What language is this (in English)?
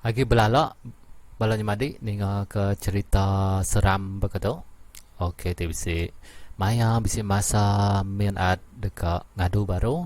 Iban